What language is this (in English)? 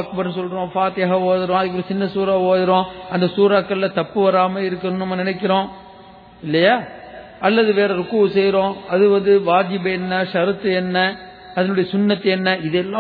Tamil